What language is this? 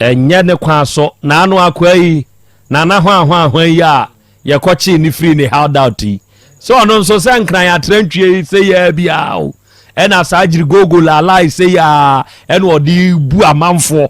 Akan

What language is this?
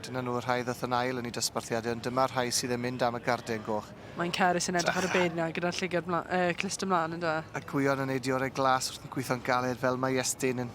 Welsh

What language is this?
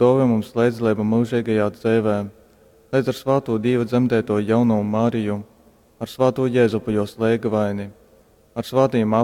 Latgalian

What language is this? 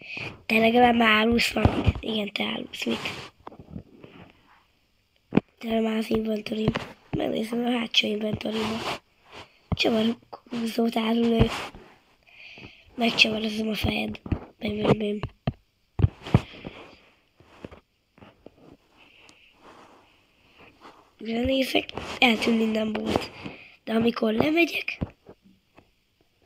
Hungarian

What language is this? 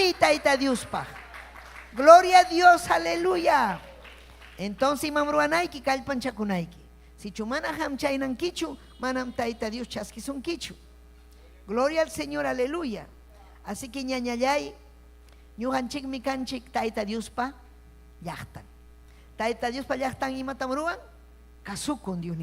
Ayacucho Quechua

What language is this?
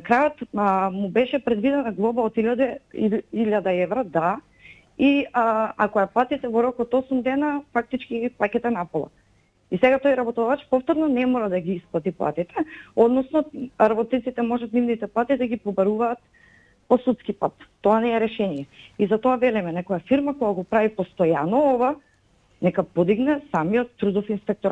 Macedonian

